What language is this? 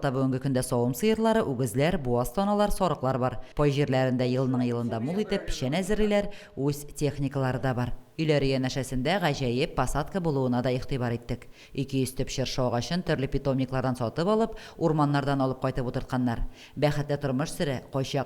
Tatar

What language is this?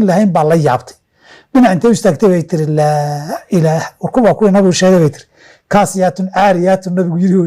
Somali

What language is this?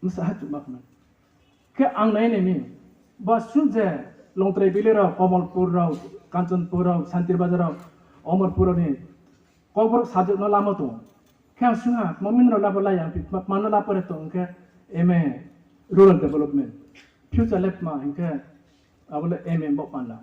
Riang (India)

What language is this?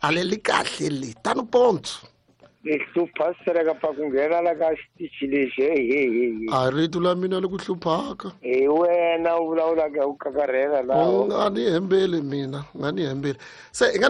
Tsonga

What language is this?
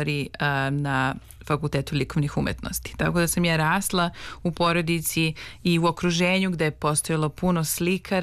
Serbian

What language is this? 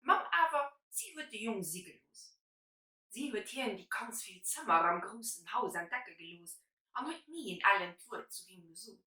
Luxembourgish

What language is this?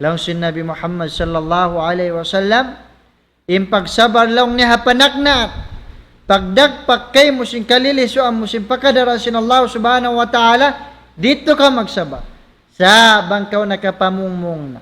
Tausug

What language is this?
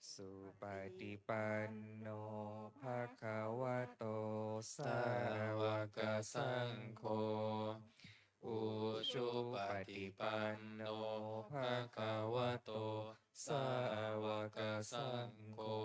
Pali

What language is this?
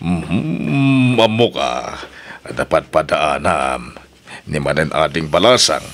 Iloko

